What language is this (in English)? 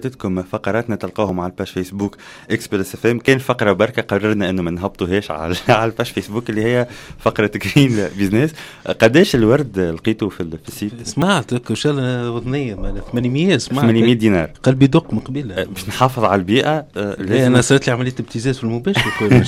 Tunisian Arabic